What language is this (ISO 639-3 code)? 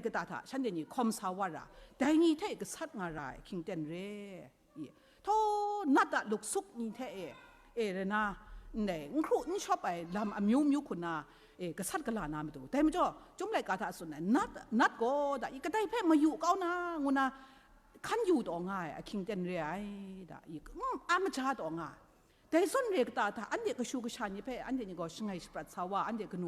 kac